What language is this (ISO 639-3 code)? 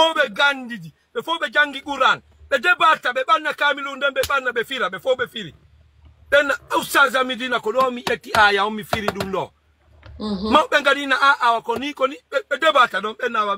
ful